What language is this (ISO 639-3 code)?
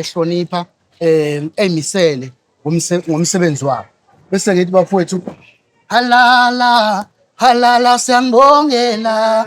zul